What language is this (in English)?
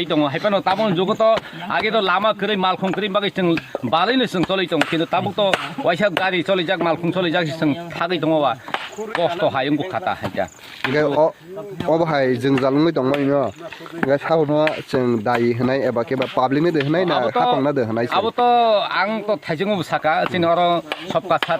Kok Borok